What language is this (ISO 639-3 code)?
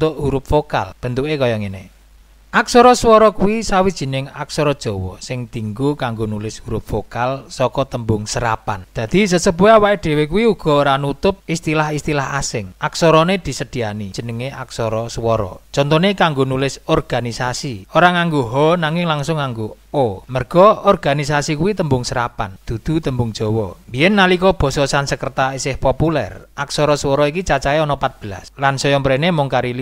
jav